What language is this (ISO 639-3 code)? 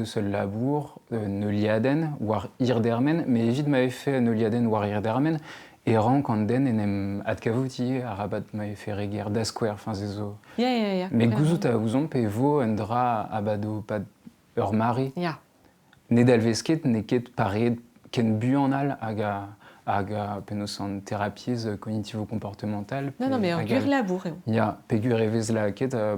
bre